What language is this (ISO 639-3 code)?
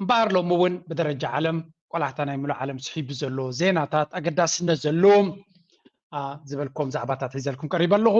tir